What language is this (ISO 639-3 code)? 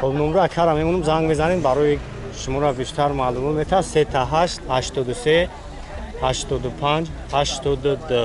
tgk